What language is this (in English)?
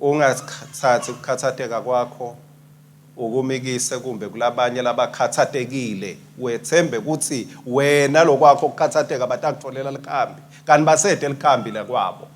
Swati